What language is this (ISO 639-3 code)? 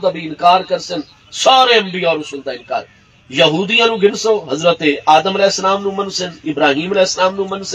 skr